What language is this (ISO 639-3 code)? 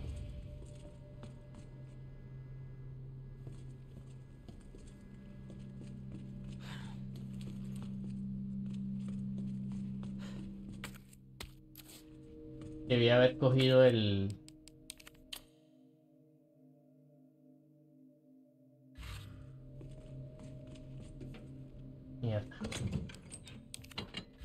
spa